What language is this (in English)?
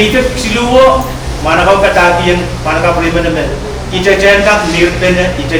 Pohnpeian